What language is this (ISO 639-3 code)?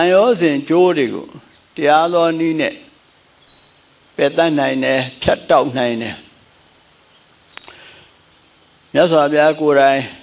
mya